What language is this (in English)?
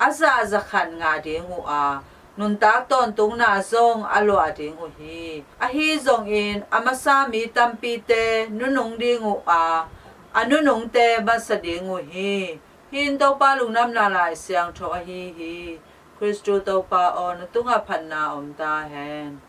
Tedim Chin